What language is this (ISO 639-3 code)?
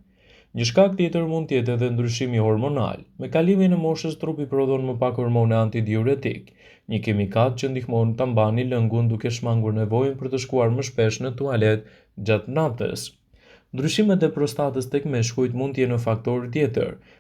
sqi